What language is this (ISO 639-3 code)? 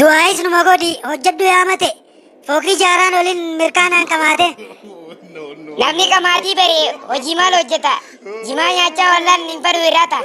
orm